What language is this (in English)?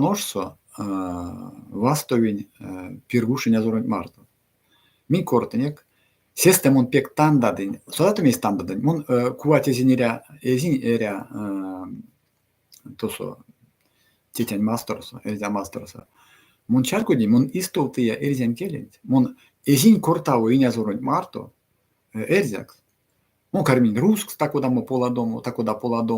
Erzya